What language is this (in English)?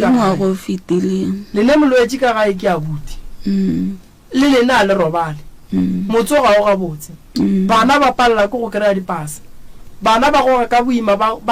Northern Sotho